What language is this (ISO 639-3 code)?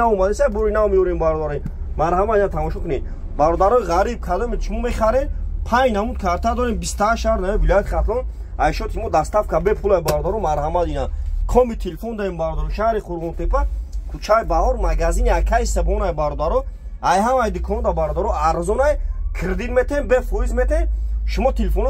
tgk